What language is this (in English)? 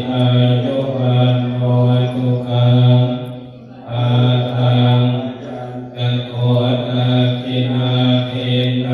Pali